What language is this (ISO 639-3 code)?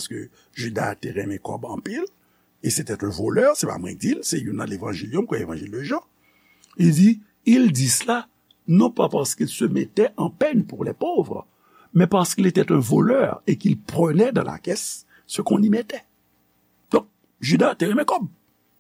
hat